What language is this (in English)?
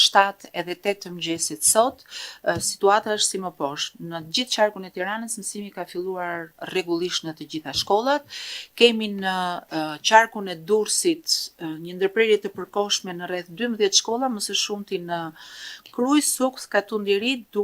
Albanian